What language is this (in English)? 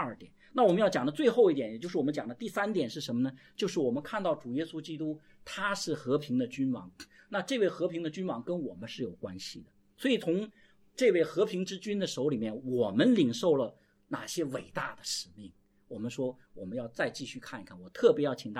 Chinese